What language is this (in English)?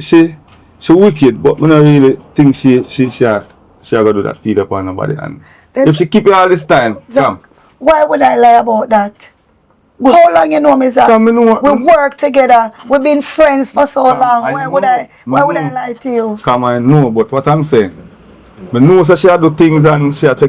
Jamaican Creole English